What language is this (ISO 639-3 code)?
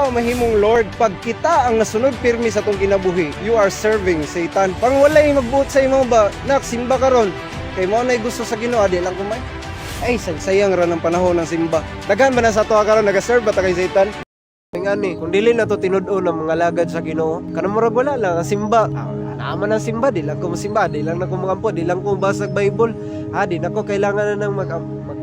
ceb